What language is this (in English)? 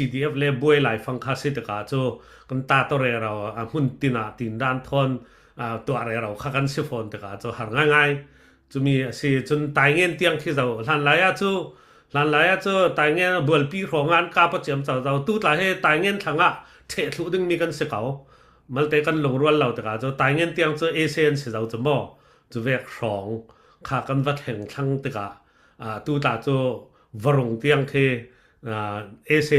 Falam Chin